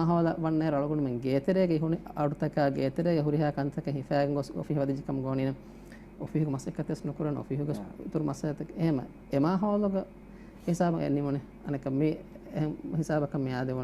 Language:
Divehi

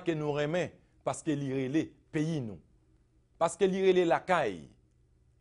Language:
Haitian Creole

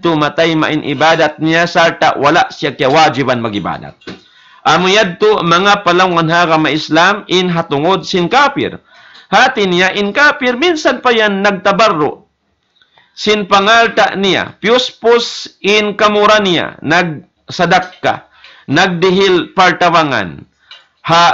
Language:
Tausug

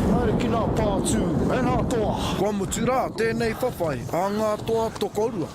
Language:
Māori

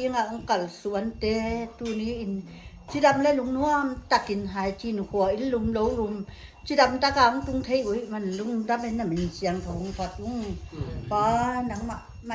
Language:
Paite Chin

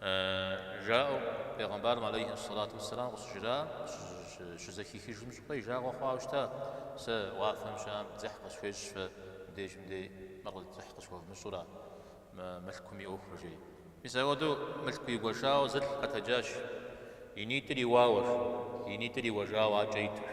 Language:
Kabardian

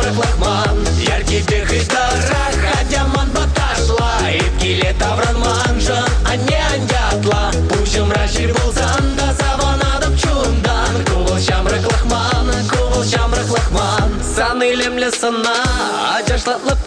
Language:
Chuvash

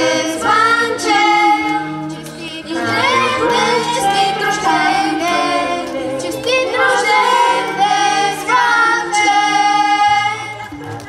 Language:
Bulgarian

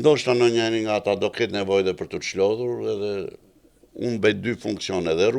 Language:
Albanian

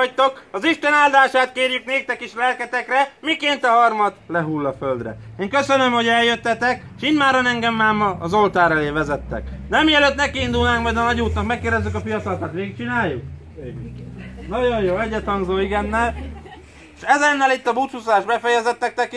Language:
Hungarian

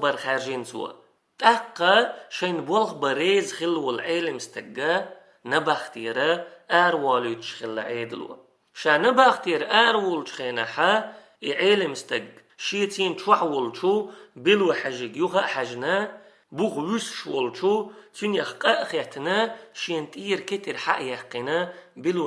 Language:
Chechen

